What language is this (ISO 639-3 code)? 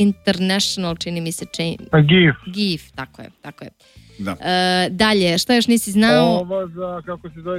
srp